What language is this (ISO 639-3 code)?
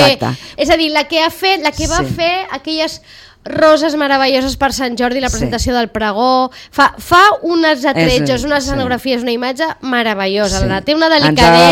cat